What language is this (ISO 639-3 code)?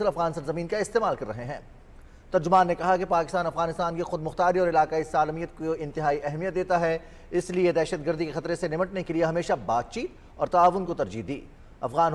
urd